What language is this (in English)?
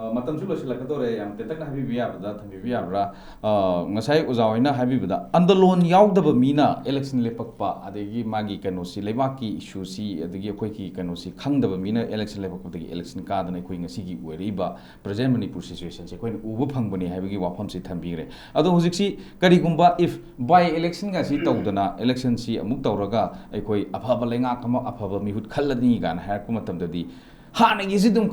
Manipuri